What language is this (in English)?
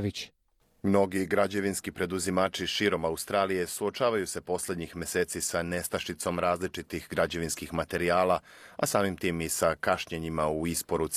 Croatian